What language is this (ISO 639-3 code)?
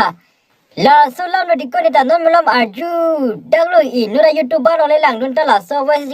mjw